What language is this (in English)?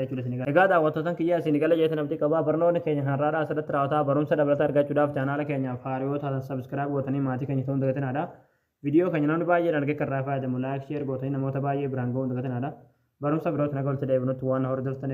Oromo